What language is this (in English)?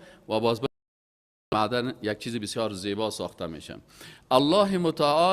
Persian